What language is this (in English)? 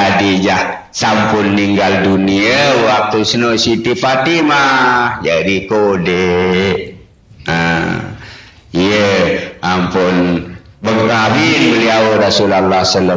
Sasak